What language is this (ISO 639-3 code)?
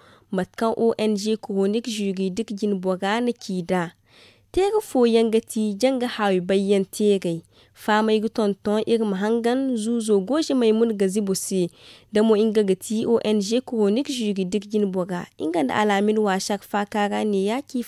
dje